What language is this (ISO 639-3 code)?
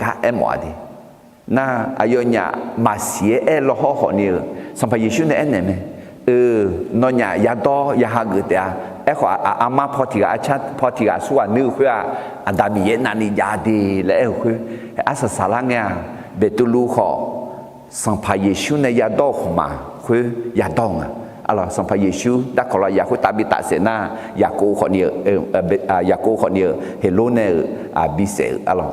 ahk